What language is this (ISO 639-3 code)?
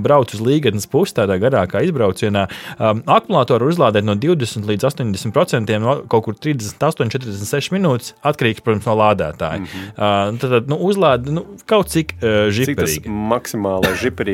lav